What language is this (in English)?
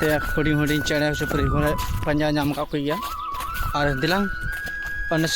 Santali